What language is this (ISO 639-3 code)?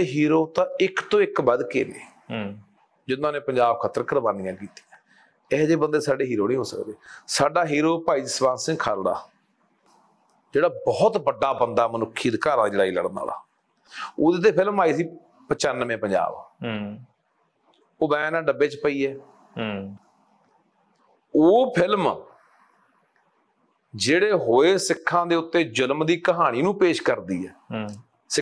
pan